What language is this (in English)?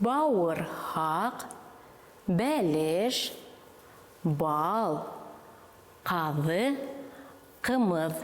Bashkir